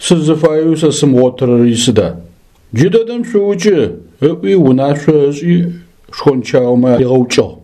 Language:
Adyghe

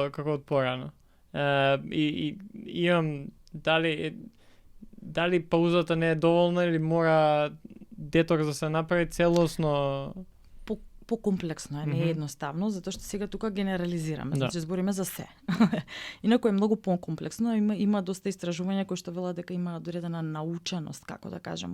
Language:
Macedonian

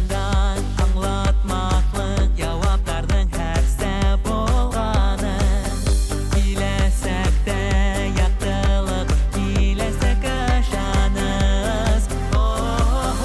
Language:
Bashkir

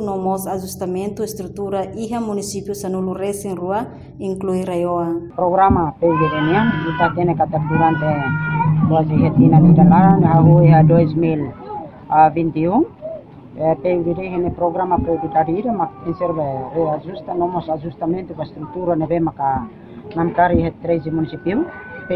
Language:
Tetum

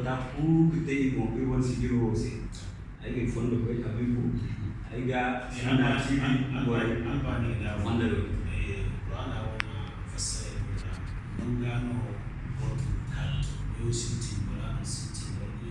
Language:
Zarma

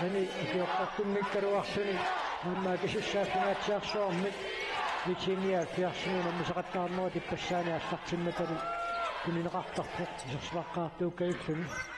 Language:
Kalaallisut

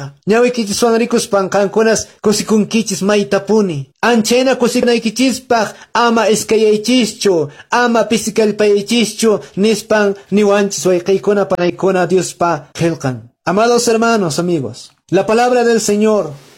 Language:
Quechua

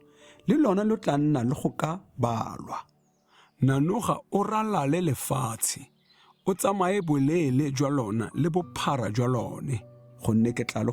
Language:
Tswana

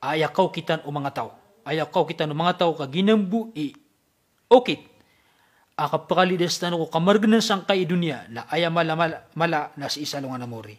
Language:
Maranao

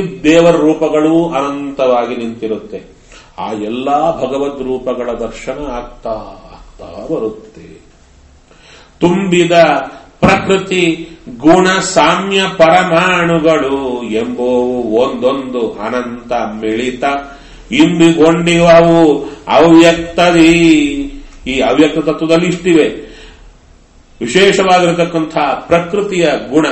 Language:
Kannada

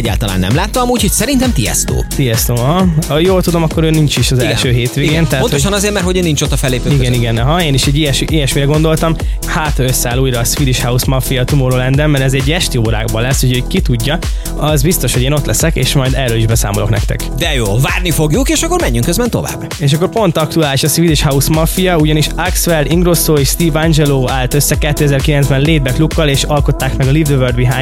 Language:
Hungarian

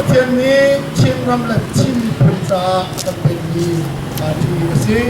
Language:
Hakha Chin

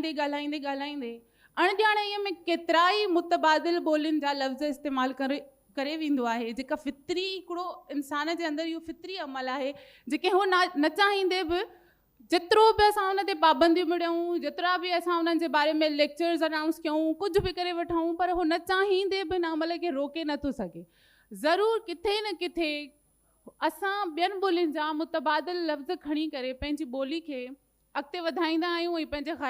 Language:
Sindhi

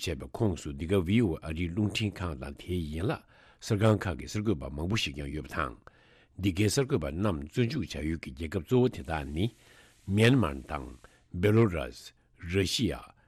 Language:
Tibetan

